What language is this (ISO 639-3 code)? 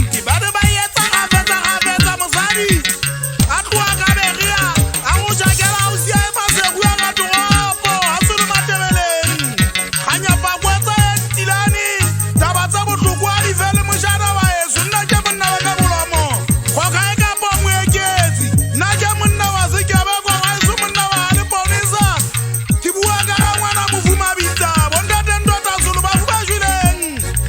sot